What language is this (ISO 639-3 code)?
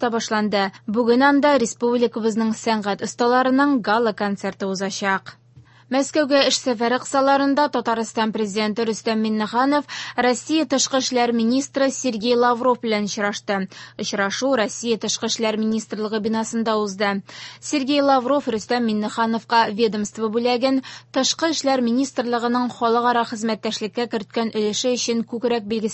tat